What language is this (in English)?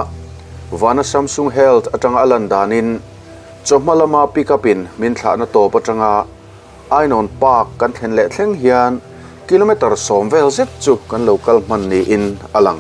Mizo